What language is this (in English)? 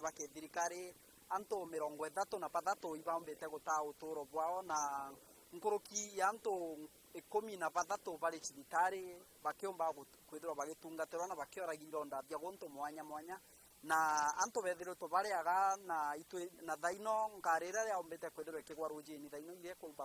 Meru